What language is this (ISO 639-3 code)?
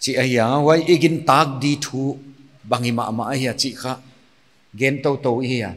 pck